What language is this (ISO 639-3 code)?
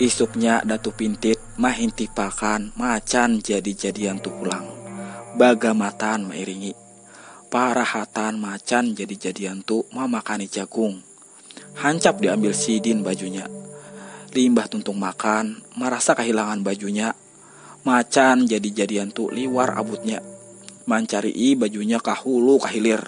bjn